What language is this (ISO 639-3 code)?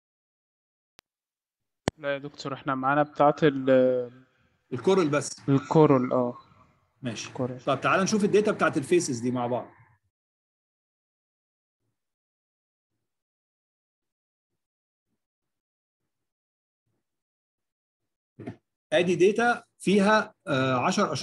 arz